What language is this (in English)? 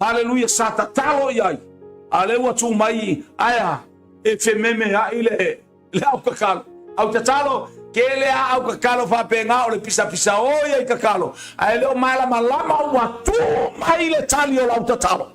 Samoan